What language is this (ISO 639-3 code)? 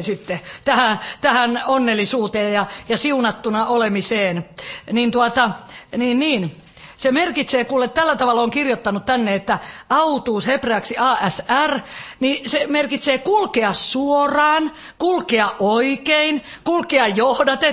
fin